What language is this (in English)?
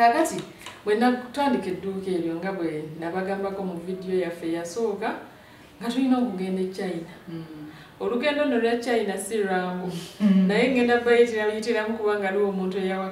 Ganda